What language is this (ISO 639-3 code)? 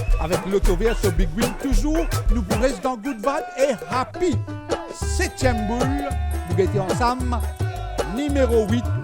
mfe